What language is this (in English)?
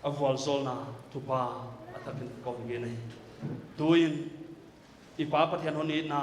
Paite Chin